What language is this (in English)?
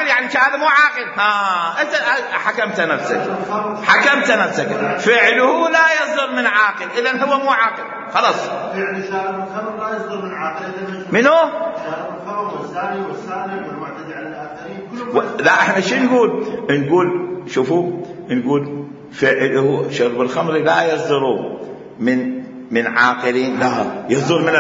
Mesopotamian Arabic